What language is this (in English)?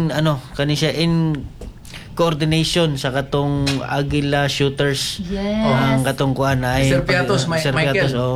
Cebuano